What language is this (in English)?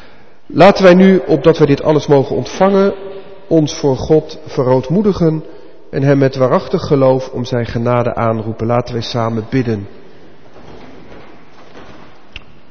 Dutch